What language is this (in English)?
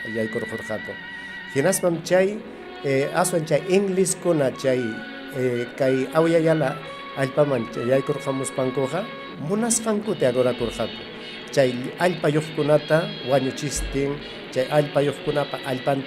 Ayacucho Quechua